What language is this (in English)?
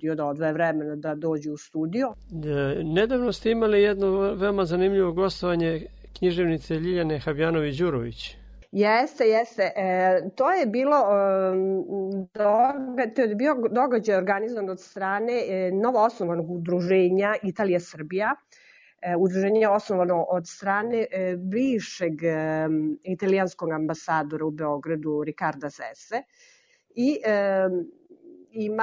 Serbian